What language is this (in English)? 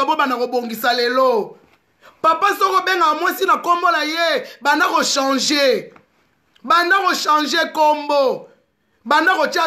Lingala